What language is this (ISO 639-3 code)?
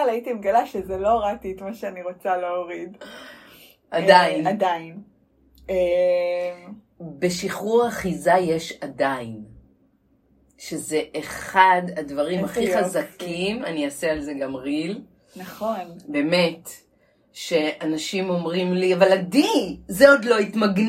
heb